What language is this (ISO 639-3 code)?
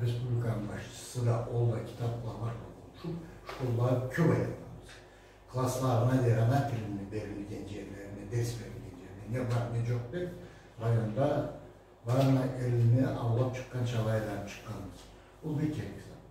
krc